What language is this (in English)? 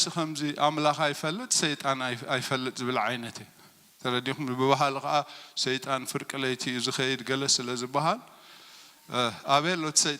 Tigrinya